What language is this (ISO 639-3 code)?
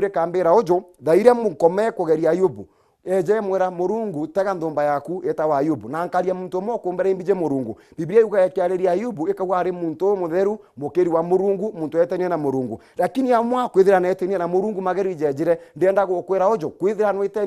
mer